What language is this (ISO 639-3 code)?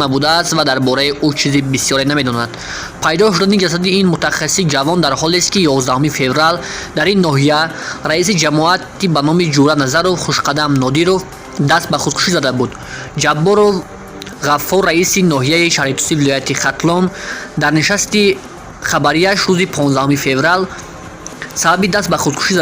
tgk